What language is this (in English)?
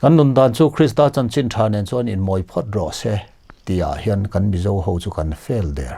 Mizo